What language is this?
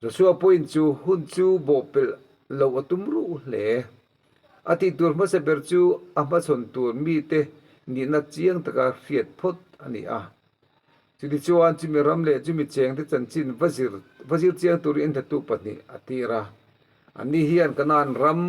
Mizo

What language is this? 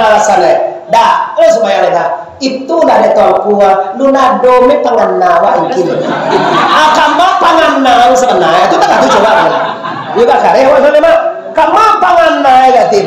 Minangkabau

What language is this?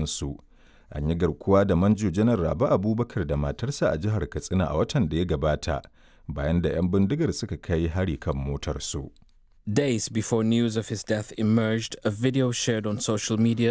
Hausa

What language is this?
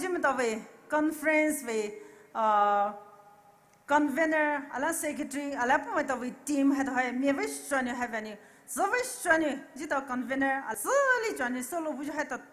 Poumei Naga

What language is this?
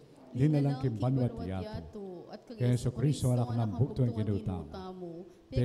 Pampanga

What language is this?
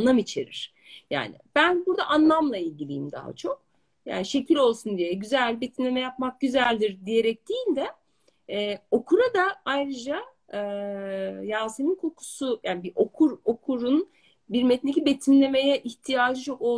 Turkish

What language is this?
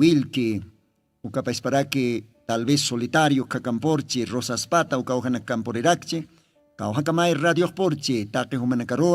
Aymara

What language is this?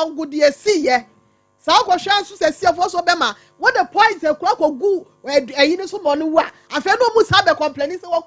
Akan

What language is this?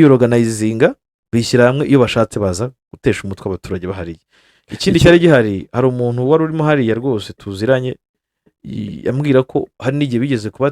Kinyarwanda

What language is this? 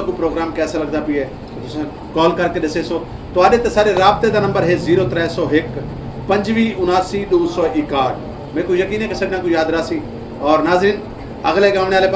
Saraiki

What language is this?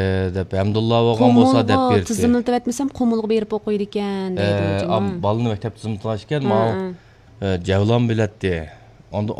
Uyghur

